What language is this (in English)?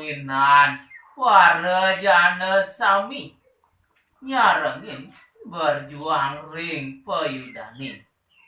Balinese